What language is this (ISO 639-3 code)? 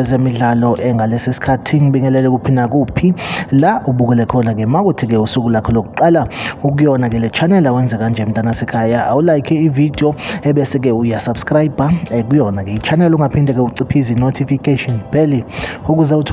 zul